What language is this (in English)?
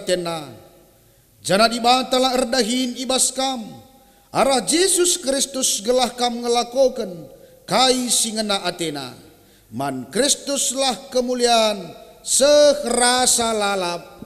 Batak Karo